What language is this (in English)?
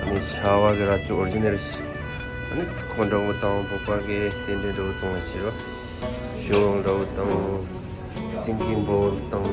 Tibetan